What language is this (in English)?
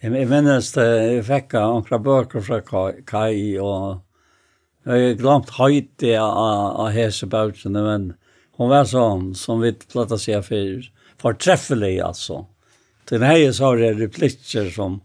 Faroese